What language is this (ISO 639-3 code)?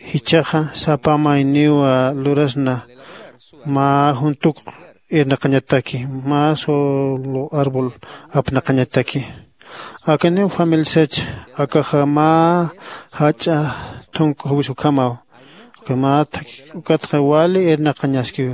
aym